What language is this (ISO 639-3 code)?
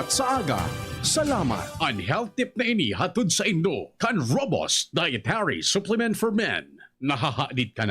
bik